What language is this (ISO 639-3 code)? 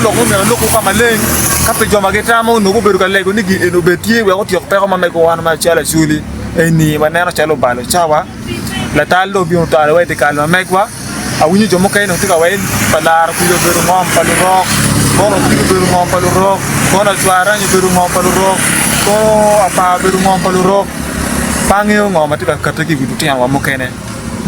ach